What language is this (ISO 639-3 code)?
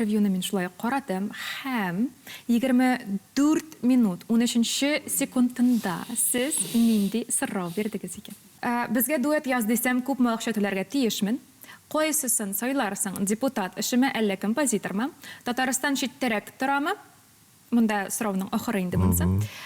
tat